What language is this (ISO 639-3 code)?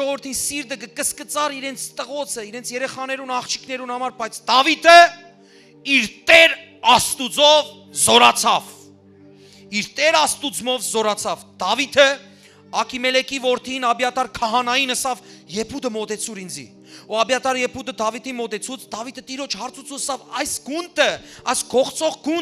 hyw